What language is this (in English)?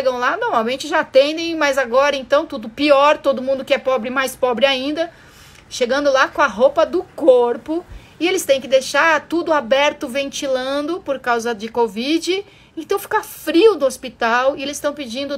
Portuguese